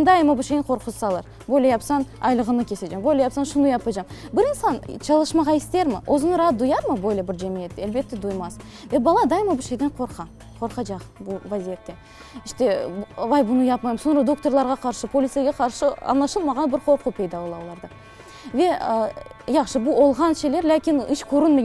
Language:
Crimean Tatar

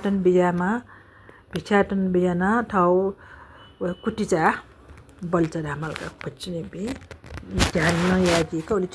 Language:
Newari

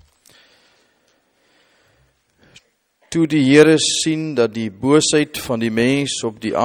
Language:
Afrikaans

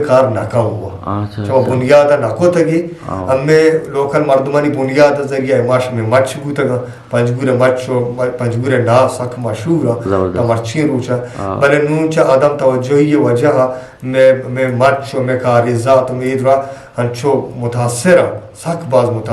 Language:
Eastern Balochi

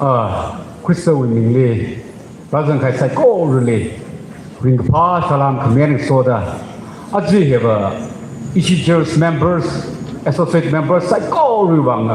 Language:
Tangkhul Naga (India)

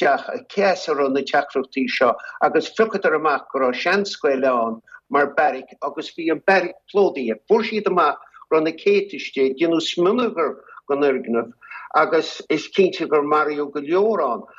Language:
Irish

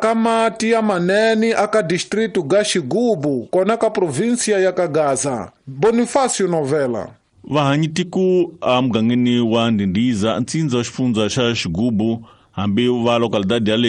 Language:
Tsonga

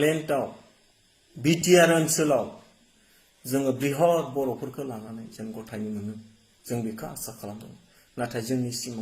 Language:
Bodo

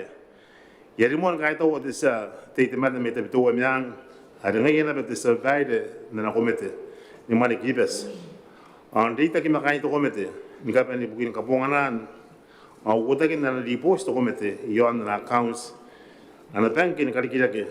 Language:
Gilbertese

